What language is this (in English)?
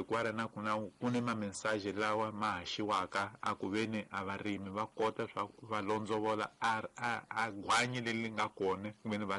Tsonga